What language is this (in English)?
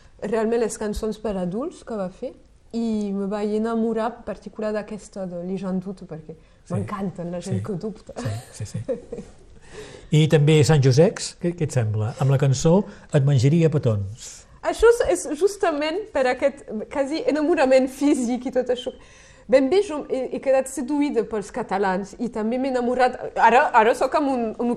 Catalan